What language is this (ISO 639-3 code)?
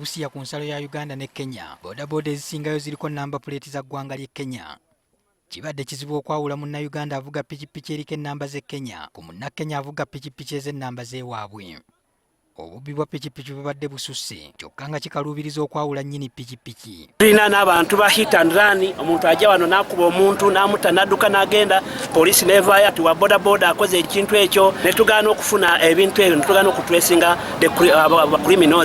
lug